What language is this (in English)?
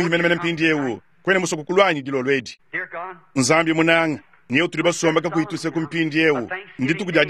Luba-Lulua